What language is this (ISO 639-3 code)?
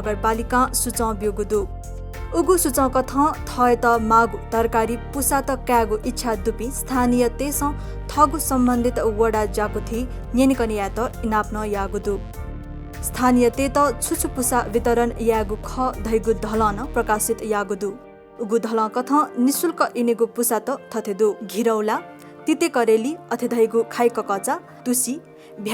new